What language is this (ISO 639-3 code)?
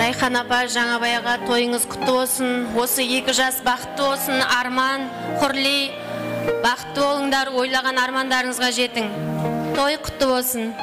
kaa